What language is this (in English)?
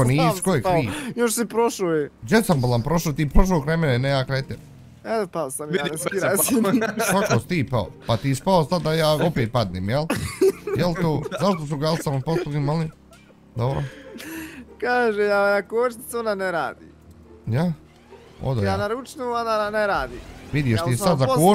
Bosnian